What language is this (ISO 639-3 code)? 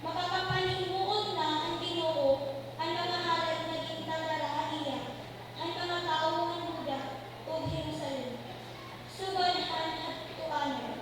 war